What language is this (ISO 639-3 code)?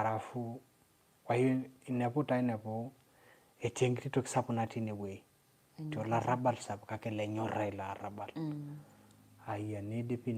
mas